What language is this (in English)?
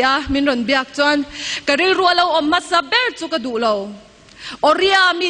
Mizo